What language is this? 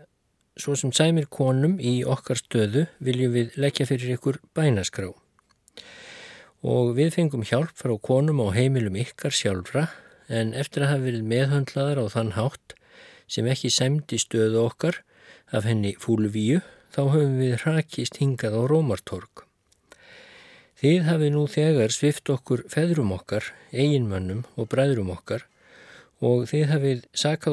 Icelandic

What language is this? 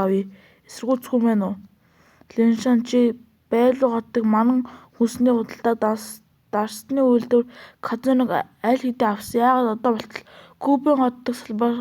Mongolian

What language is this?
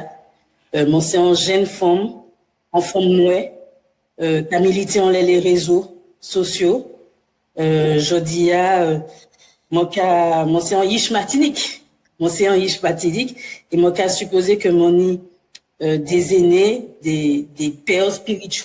Guadeloupean Creole French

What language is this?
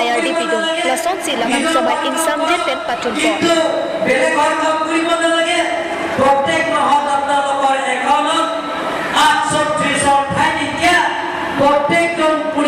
Karbi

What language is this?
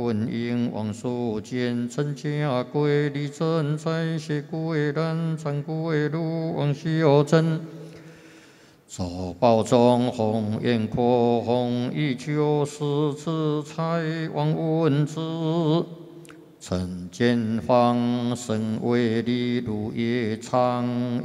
Chinese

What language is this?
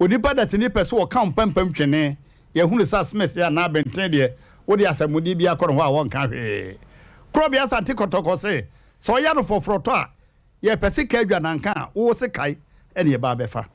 Akan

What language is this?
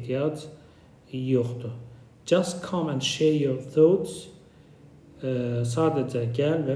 Azerbaijani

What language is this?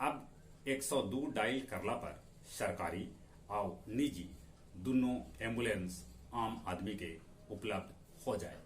Magahi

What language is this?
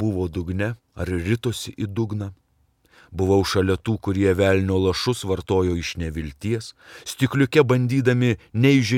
Lithuanian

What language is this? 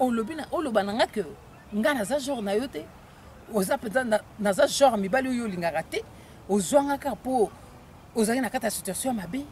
Lingala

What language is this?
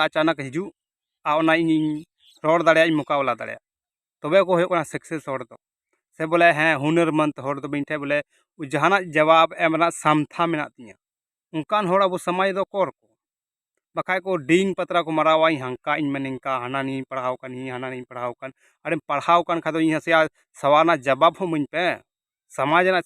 Santali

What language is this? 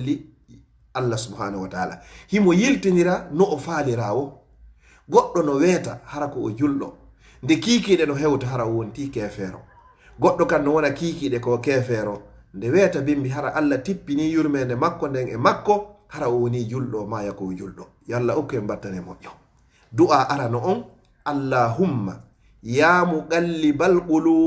Fula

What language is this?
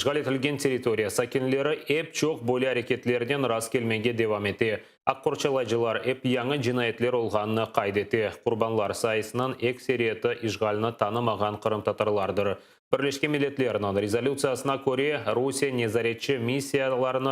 Crimean Tatar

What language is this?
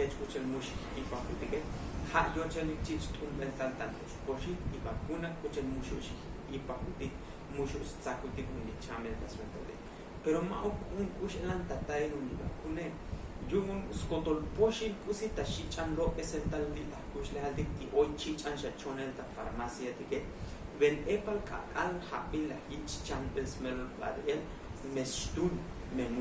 Tzotzil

